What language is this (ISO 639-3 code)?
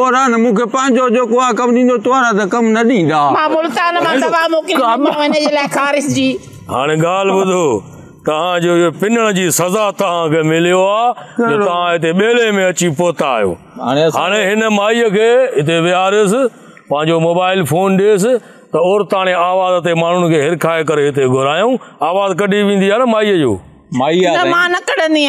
snd